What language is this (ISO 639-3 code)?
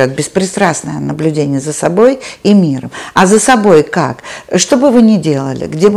rus